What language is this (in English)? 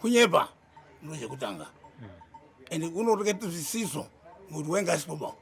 Shona